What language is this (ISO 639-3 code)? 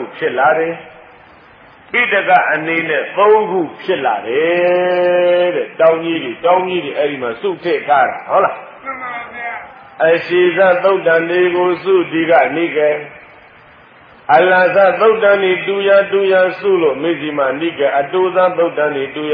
mya